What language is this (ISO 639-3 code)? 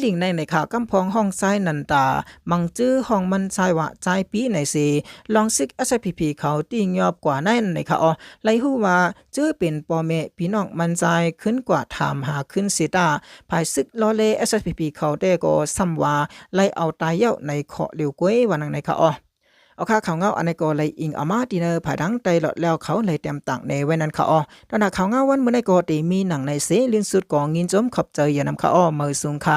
shn